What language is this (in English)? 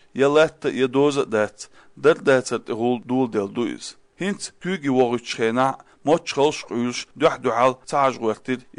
Chechen